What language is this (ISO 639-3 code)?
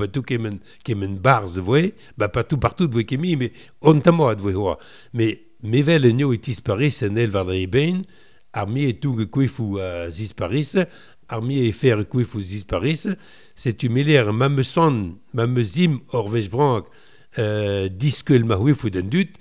bre